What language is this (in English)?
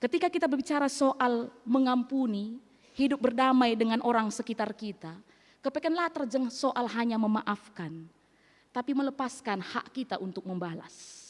Batak Karo